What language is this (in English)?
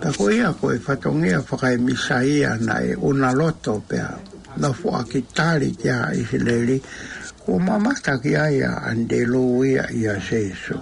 Tongan